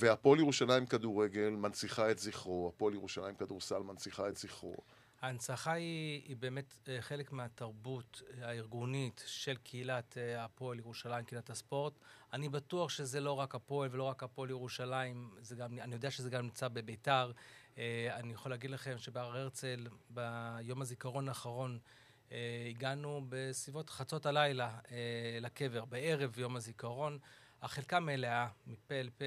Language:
Hebrew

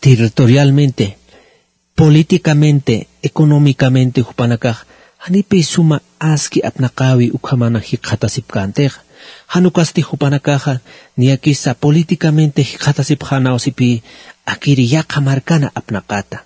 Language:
Aymara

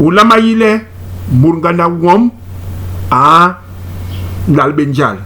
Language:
Basaa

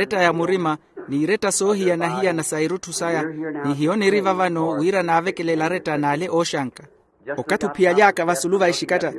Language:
Makhuwa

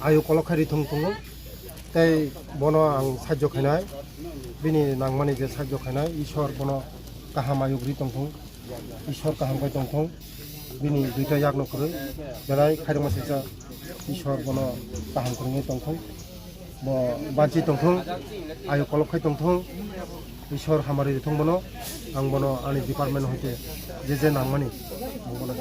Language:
Kok Borok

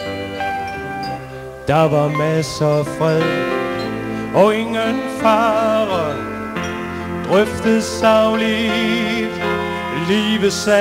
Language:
Danish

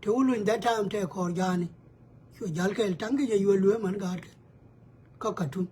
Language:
Nuer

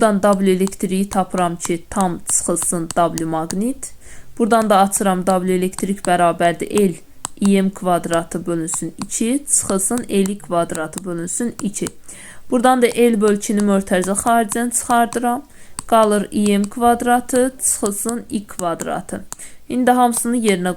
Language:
Azerbaijani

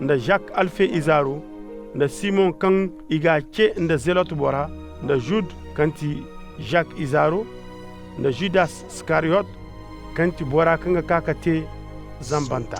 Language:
Koyraboro Senni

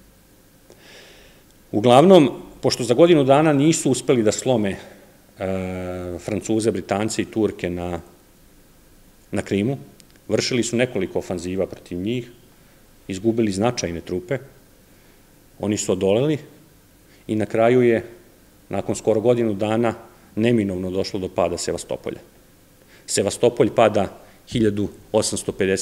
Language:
Serbian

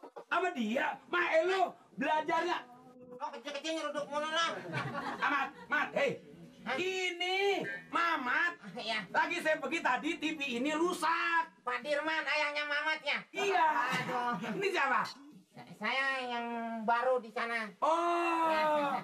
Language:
Betawi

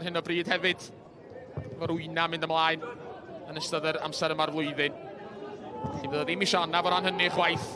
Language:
Welsh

